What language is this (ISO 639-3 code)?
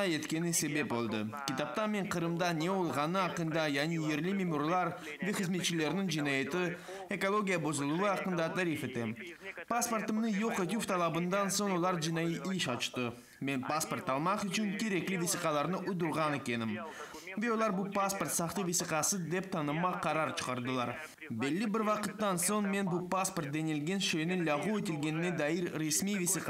crh